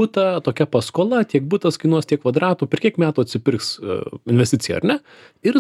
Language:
Lithuanian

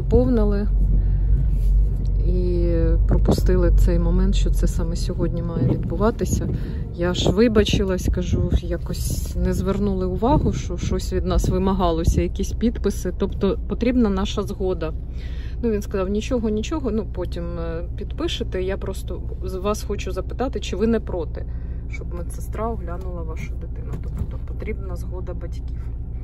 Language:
Ukrainian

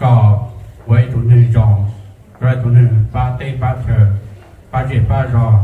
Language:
Hmong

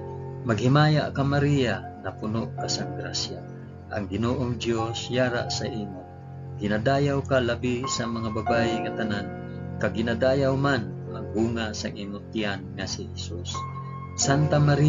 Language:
Hiligaynon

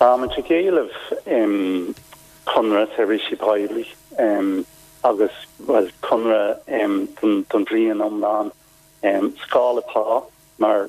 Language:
Irish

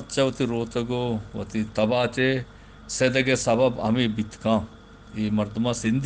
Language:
Eastern Balochi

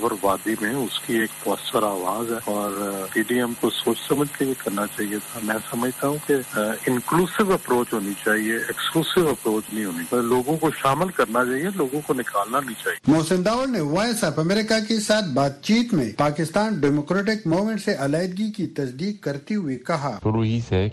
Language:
Urdu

